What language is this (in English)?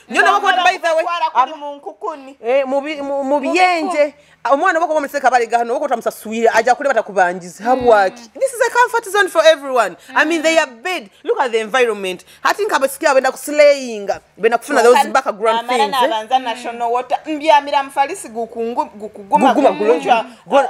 Nyoro